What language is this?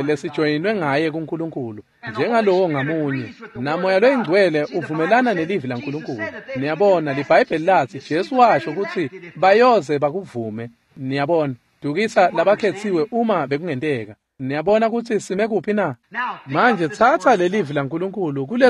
Swati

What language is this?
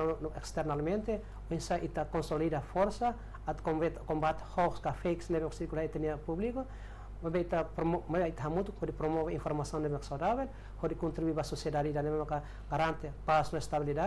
Tetum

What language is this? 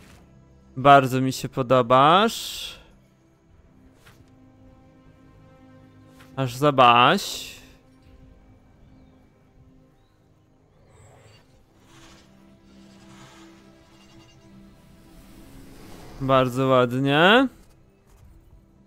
Polish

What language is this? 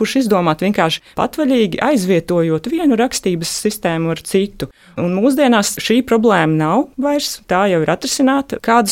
Latvian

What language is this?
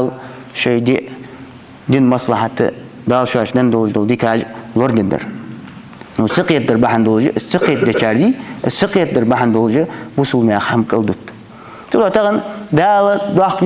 Ingush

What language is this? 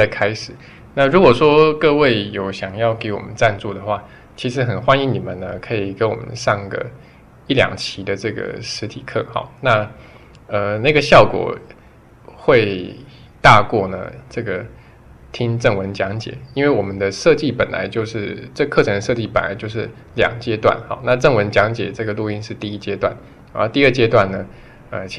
Chinese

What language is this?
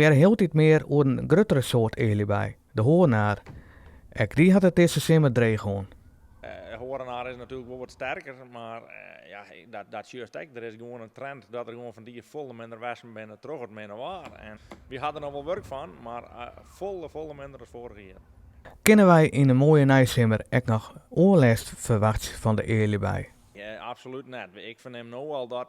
Western Frisian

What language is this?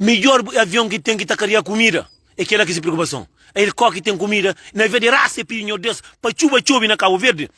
Kabuverdianu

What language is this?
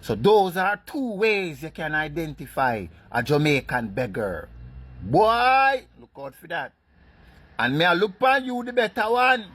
Jamaican Creole English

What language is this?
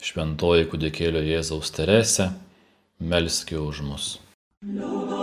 Lithuanian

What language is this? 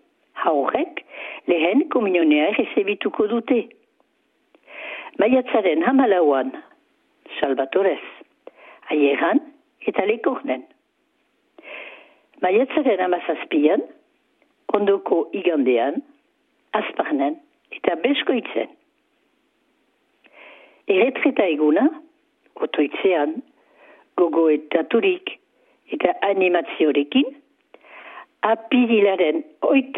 Basque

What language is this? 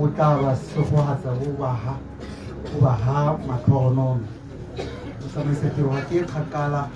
Tswana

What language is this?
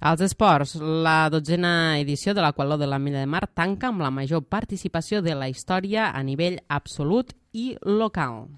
Catalan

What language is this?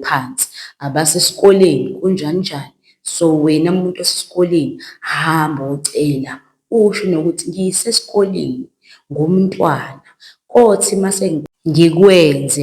Zulu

